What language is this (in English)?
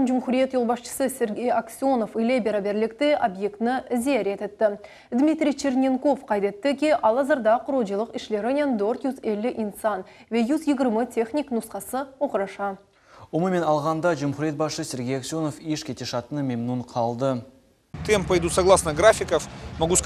Crimean Tatar